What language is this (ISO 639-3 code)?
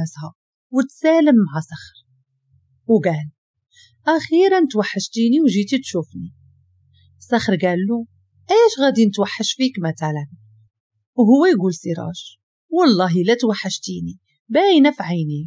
ary